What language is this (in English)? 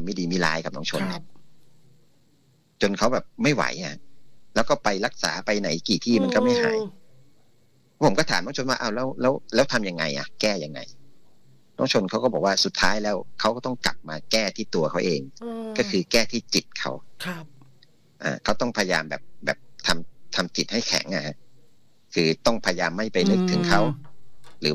Thai